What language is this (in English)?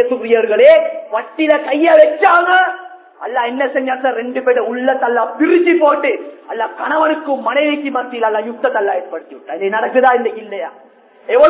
Tamil